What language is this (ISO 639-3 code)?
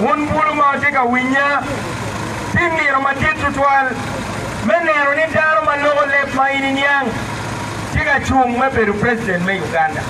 ach